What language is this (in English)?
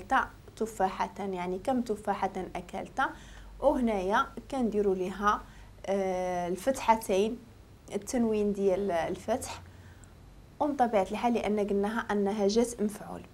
Moroccan Arabic